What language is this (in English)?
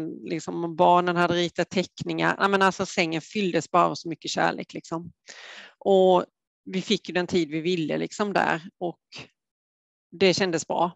Swedish